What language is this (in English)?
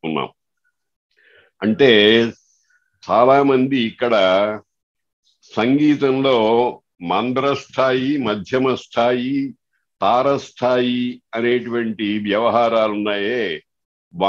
Telugu